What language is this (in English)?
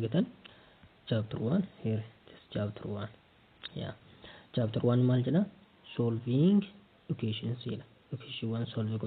Oromo